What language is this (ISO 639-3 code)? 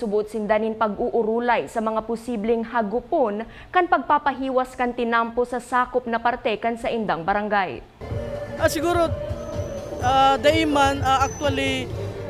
bik